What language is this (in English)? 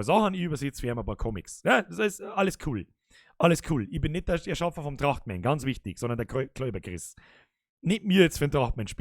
Bavarian